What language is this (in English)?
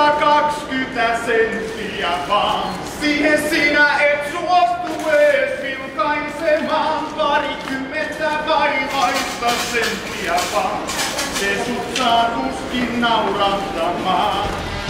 Finnish